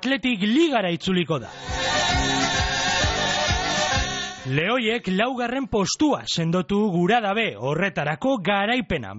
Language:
Basque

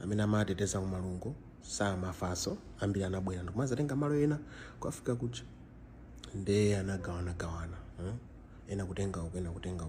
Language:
Nyanja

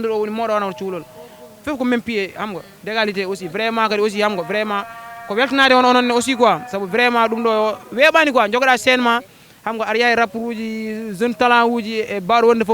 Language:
Fula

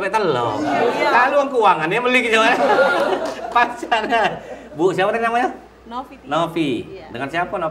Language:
Musi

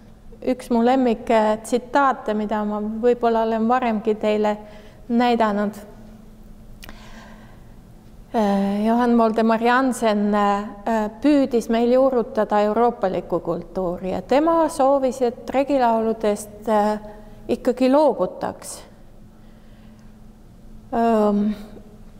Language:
Estonian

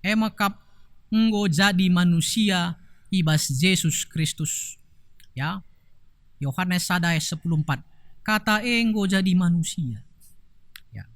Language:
Batak Karo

